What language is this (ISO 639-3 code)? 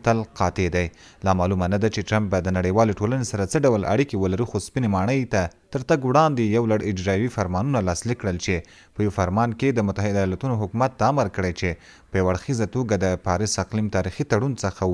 pus